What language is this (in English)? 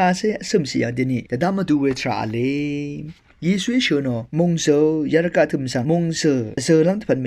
Rawang